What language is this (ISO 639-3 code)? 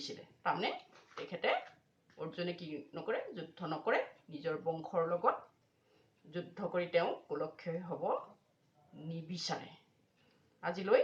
asm